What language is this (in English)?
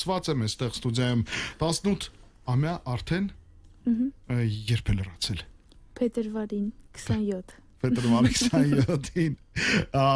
Armenian